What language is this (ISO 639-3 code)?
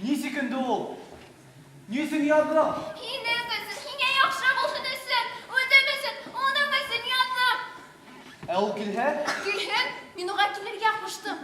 bak